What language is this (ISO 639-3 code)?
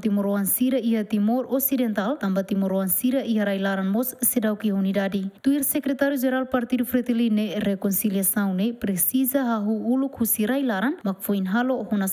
tet